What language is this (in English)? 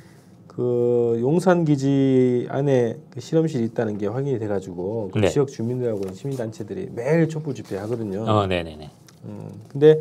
Korean